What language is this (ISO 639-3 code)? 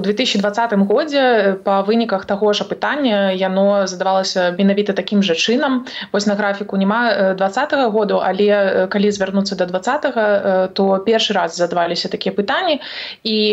bel